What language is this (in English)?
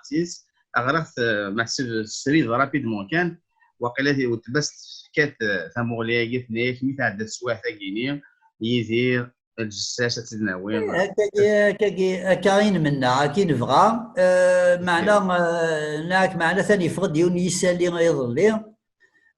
Kabyle